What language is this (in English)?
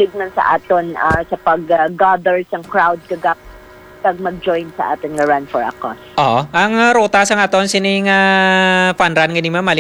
Hiligaynon